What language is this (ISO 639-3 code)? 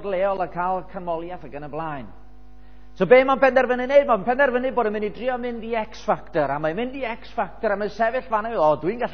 cym